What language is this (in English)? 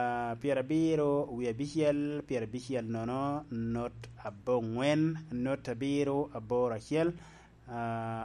Lango (Uganda)